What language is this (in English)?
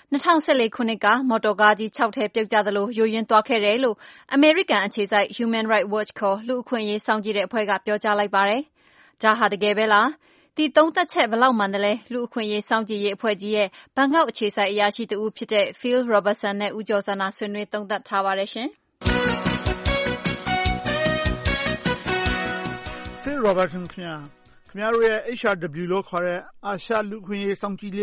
Burmese